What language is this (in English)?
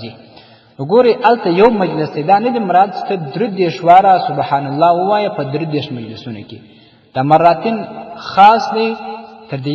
Pashto